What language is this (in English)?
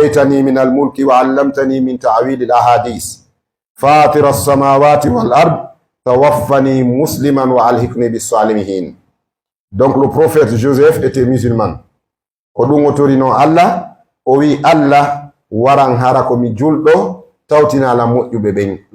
Fula